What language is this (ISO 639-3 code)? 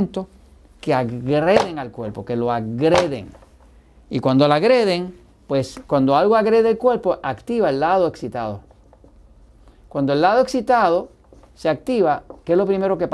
spa